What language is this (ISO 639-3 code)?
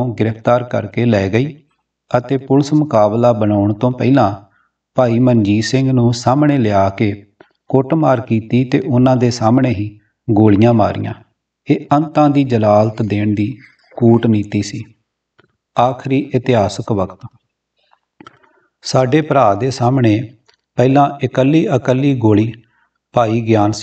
pan